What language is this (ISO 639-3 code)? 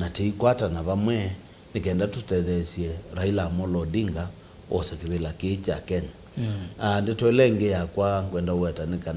kam